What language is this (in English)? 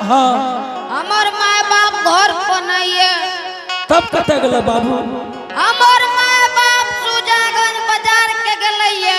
Angika